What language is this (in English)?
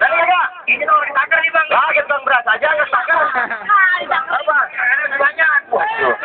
Betawi